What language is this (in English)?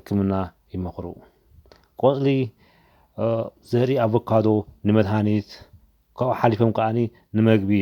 Tigrinya